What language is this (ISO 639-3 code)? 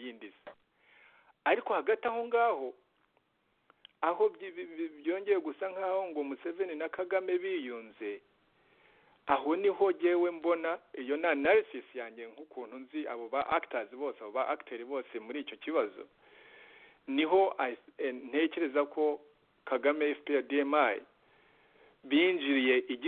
kin